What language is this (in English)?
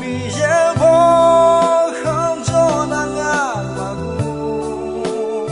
Akha